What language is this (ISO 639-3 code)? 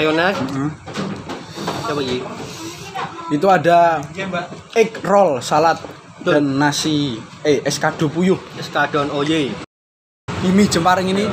ind